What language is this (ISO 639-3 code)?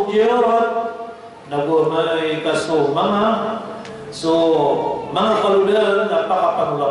mrw